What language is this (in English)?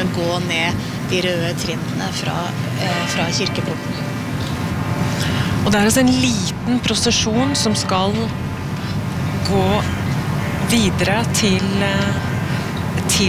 Norwegian